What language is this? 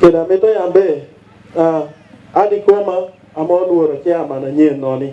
Teso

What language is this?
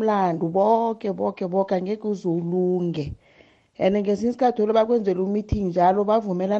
South Ndebele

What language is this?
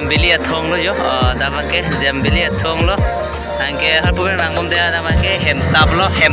Karbi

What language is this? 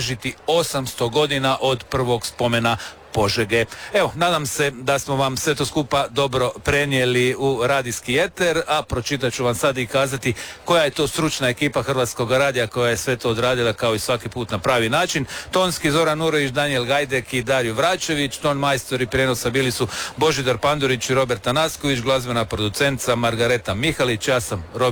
Croatian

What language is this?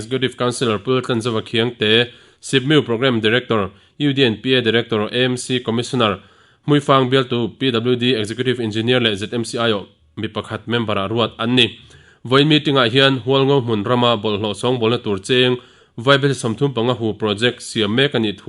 Mizo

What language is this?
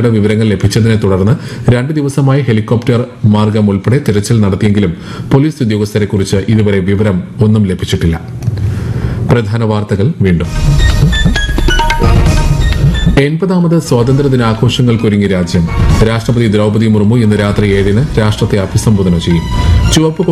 Malayalam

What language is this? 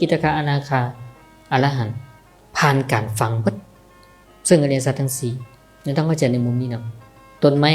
Northeastern Thai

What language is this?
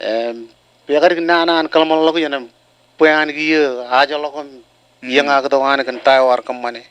Marshallese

